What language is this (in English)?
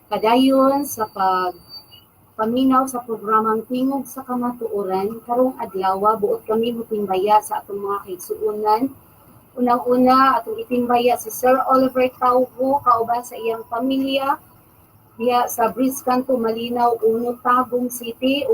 Cebuano